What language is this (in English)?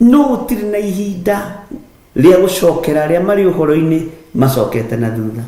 Kikuyu